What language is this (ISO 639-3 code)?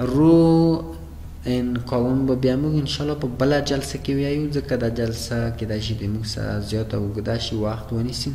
pus